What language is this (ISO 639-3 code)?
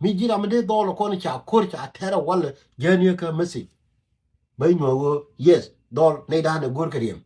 nus